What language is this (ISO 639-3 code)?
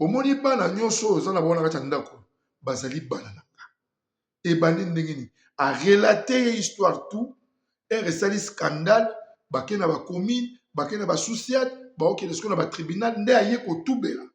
lin